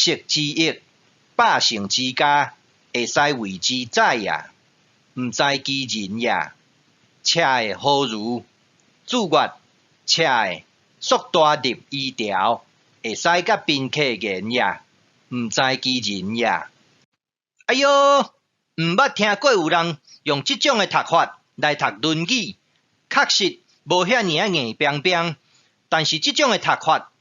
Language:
Min Nan Chinese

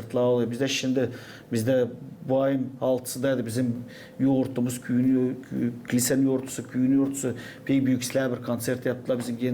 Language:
Gagauz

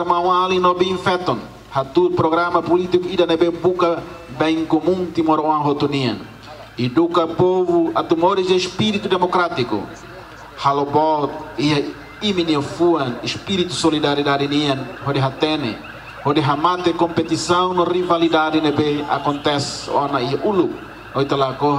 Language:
Tetum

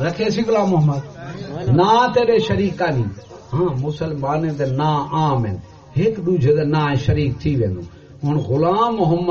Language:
Saraiki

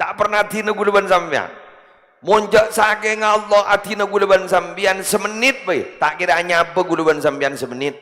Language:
Madurese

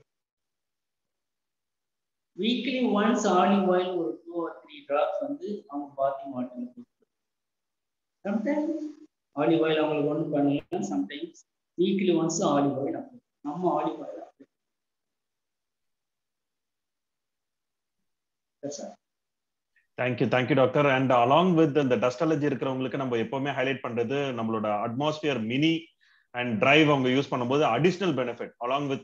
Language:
Tamil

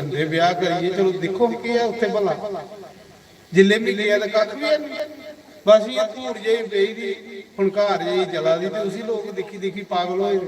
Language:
Dogri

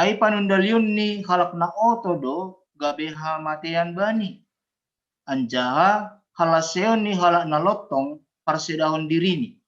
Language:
Batak Simalungun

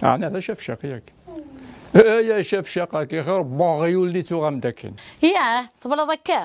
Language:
Kabyle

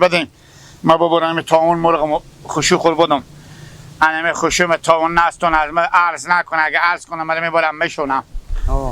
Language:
Hazaragi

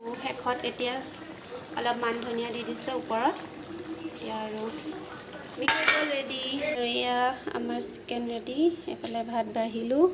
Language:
Assamese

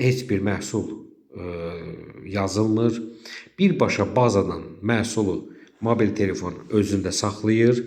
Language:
Azerbaijani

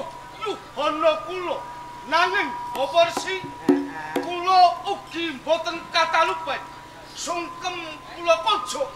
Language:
Javanese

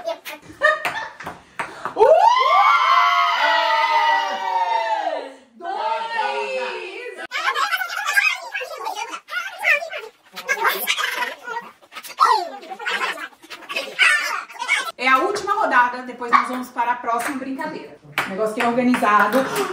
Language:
Portuguese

